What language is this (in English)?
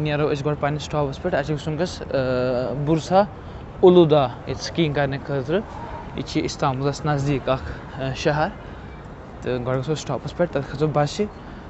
Kashmiri